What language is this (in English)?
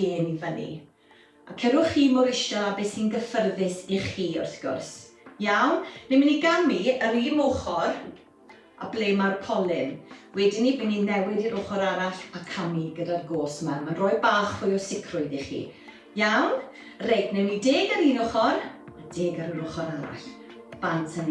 Welsh